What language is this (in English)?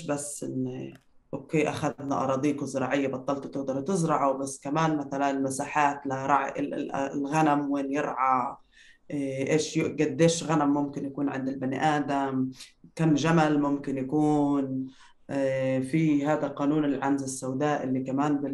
North Levantine Arabic